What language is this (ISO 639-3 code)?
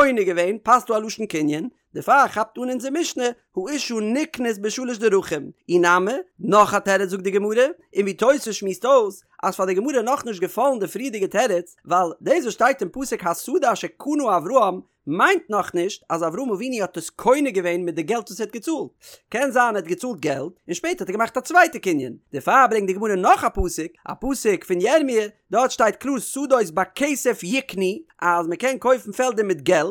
yid